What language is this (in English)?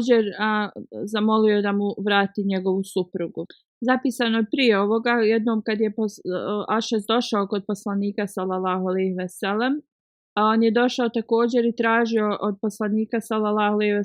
Bosnian